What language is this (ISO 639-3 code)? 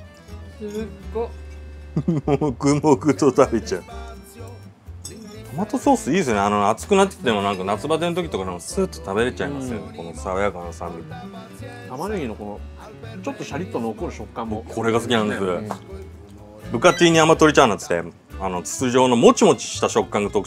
jpn